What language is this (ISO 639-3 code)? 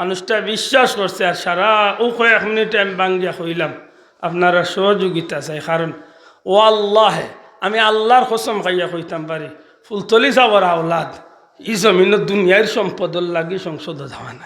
syl